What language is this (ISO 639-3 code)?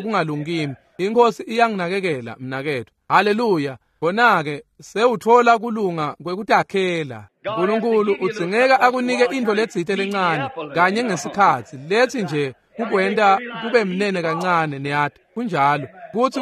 ssw